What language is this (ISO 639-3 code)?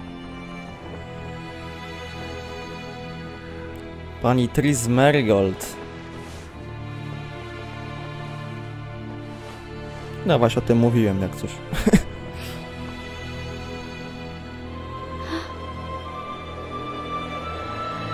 pol